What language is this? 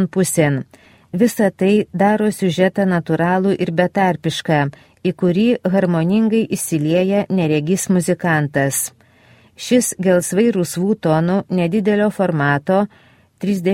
Lithuanian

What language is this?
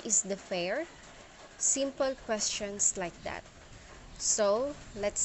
Hiligaynon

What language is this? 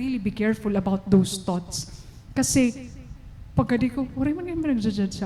Waray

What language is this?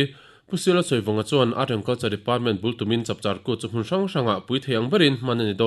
Mizo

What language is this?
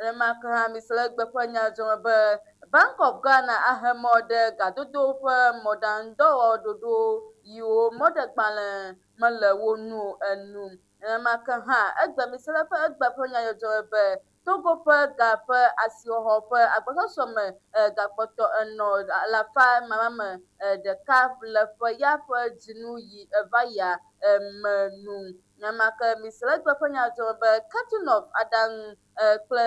Ewe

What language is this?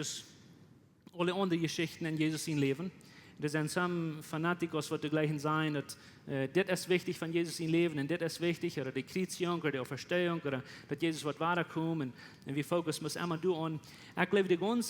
Plautdietsch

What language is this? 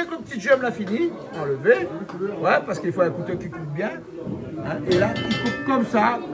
Réunion Creole French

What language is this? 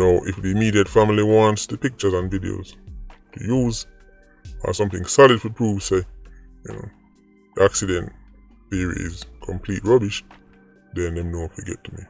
Jamaican Creole English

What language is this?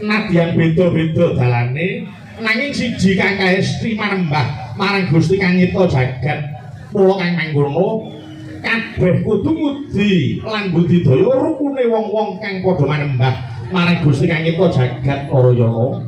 Javanese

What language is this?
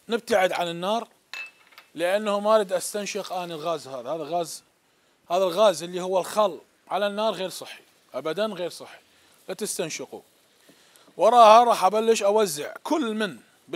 Mesopotamian Arabic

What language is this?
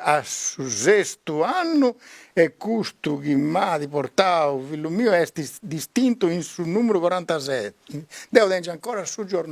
Sardinian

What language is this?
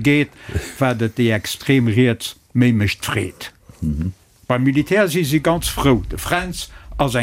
Luxembourgish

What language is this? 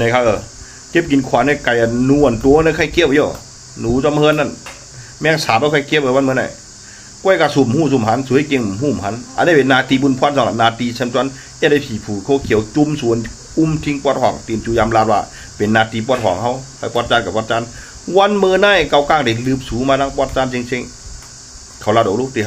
Shan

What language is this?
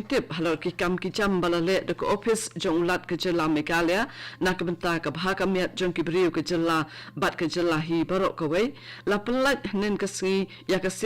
Khasi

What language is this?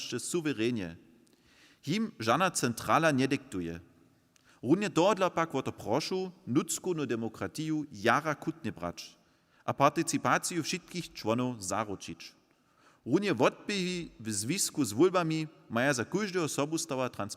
Upper Sorbian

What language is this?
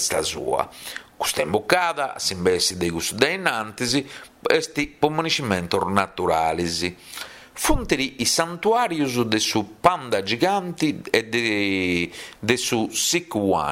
Sardinian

